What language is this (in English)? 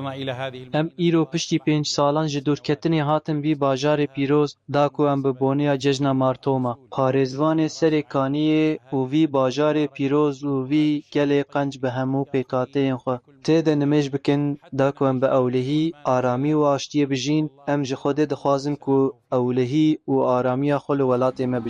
Kurdish